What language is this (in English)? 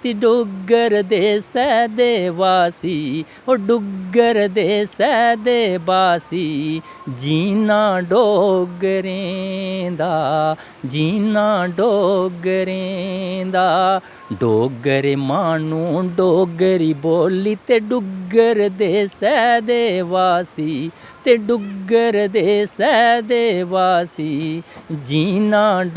Dogri